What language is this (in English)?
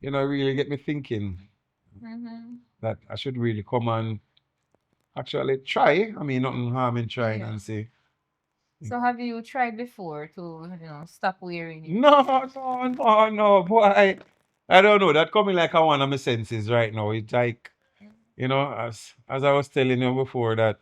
Jamaican Creole English